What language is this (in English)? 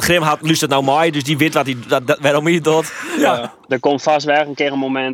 Western Frisian